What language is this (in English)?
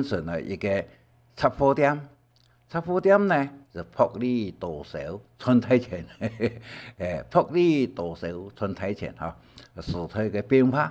Hakka Chinese